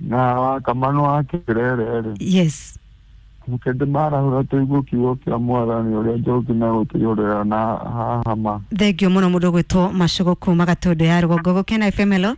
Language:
Kikuyu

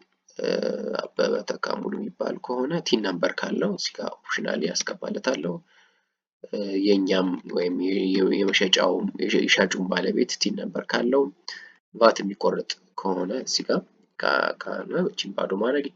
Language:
Amharic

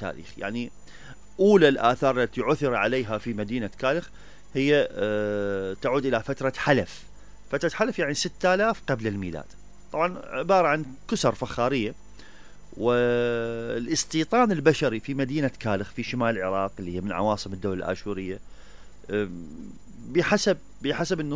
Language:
Mesopotamian Arabic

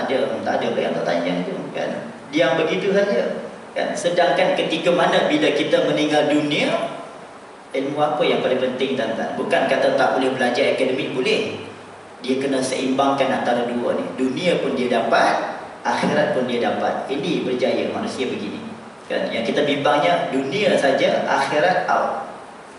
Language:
Malay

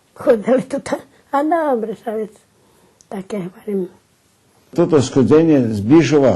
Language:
Rusyn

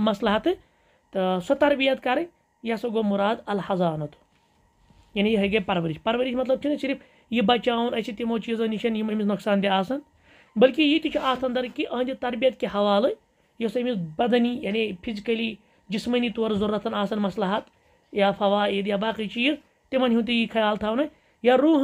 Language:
Kashmiri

